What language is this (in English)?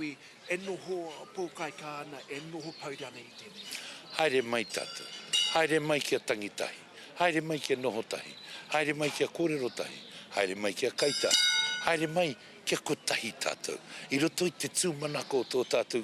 Māori